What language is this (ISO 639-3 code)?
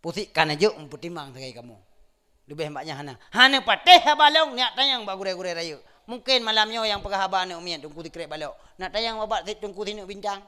ace